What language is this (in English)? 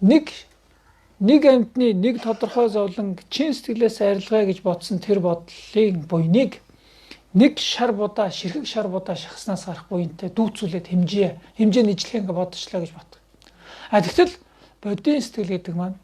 Mongolian